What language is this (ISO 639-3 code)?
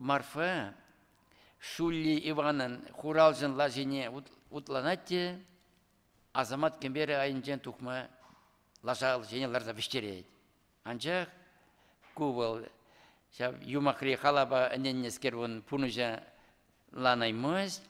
chv